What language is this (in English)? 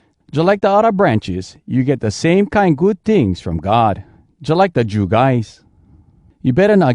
Hawai'i Creole English